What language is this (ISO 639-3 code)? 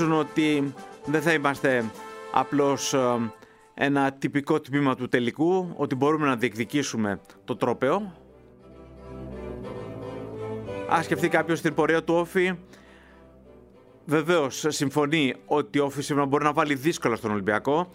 ell